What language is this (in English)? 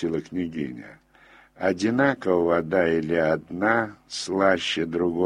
Russian